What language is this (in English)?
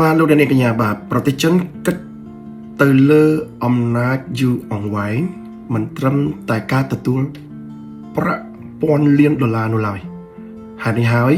Khmer